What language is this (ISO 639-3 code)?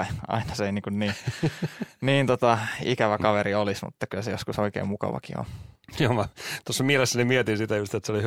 fin